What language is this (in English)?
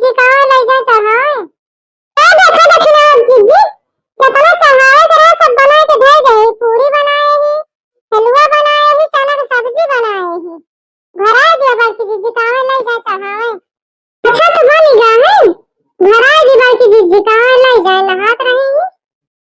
Awadhi